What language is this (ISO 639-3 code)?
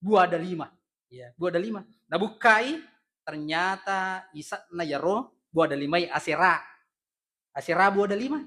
bug